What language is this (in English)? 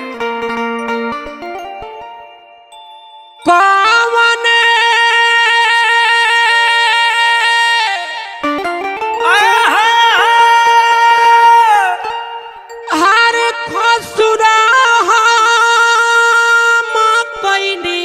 Bhojpuri